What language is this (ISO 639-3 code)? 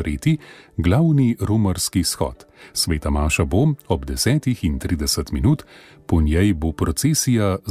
slv